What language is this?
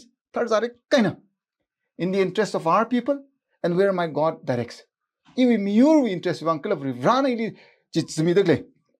Tangkhul Naga (India)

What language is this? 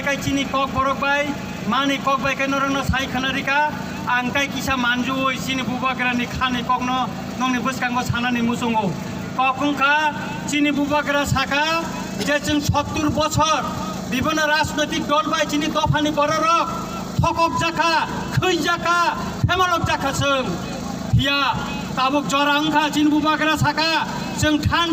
Kok Borok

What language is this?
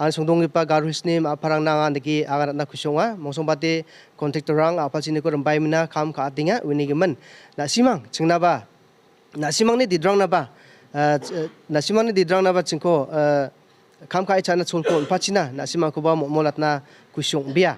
Garo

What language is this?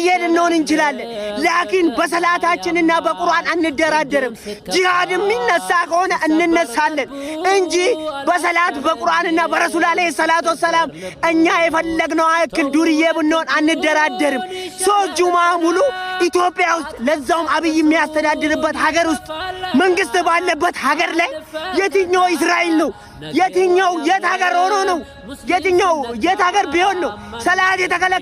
Amharic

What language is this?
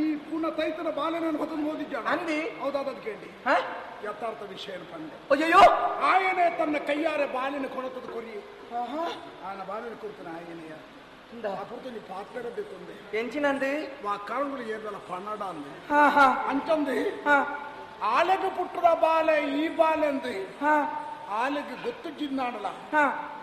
Tulu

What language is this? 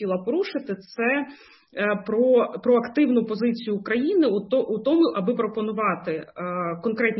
Ukrainian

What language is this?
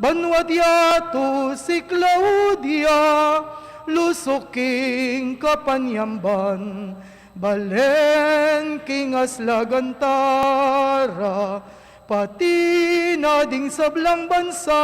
Pampanga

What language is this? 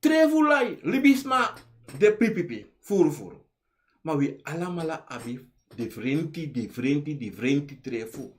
Sranan Tongo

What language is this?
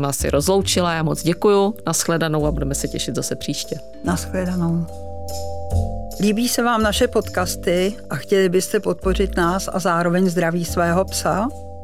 Czech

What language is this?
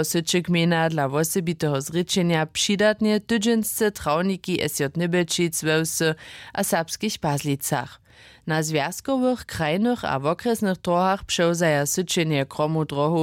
Upper Sorbian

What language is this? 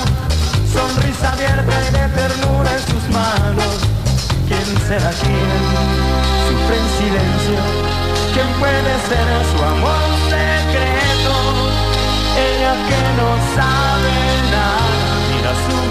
Spanish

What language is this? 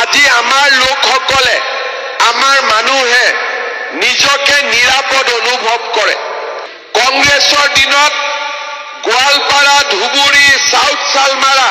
Assamese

